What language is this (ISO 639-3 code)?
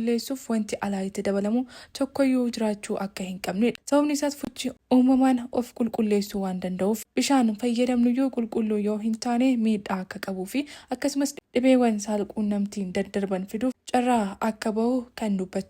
orm